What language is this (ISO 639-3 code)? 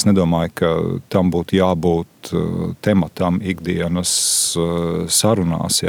lav